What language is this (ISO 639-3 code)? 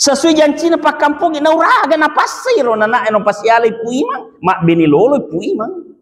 bug